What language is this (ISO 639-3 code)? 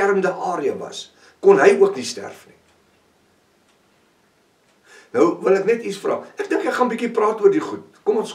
afr